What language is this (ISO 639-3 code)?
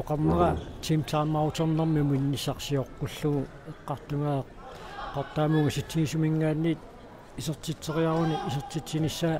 kal